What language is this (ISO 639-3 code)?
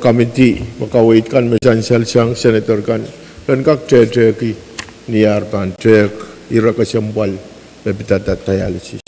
pon